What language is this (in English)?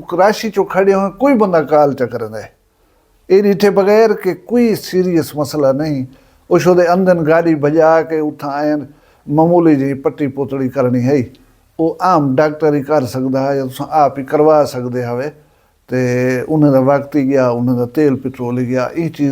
Saraiki